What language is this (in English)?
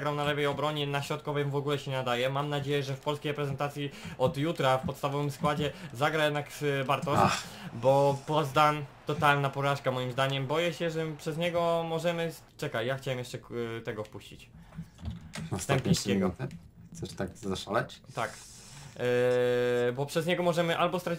Polish